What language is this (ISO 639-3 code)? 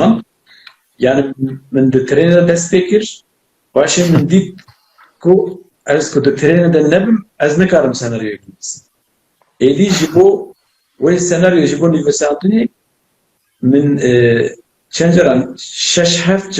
kur